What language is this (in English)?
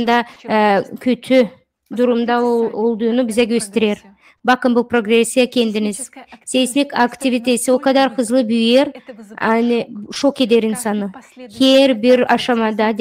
Gagauz